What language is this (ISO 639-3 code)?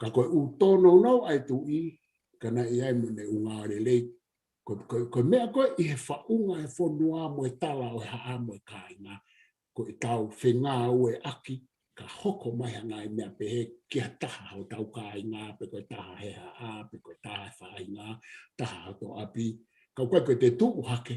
ton